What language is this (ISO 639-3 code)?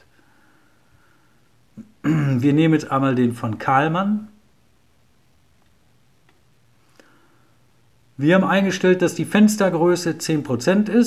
deu